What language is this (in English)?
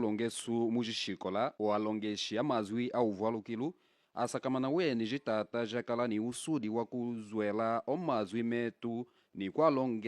Kimbundu